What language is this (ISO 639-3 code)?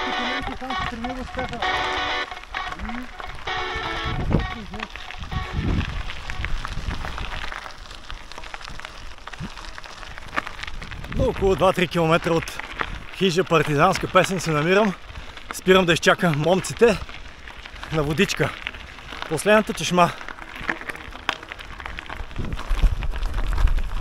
bul